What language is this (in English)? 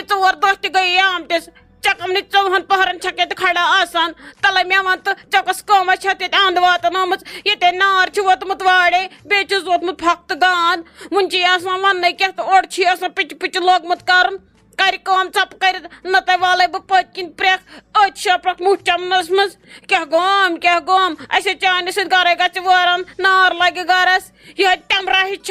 Kashmiri